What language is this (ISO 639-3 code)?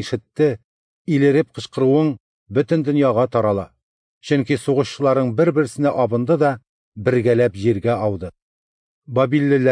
tat